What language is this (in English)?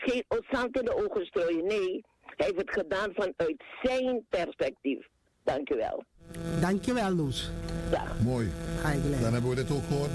Dutch